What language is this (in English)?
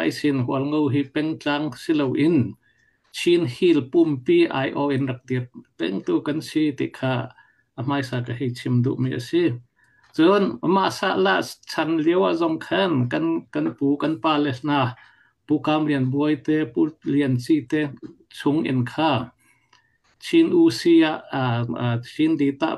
Falam Chin